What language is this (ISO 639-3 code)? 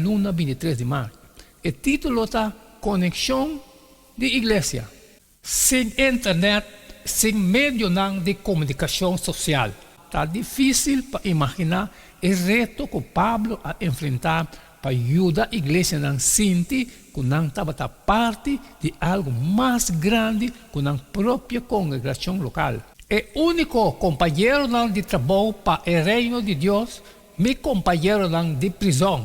pap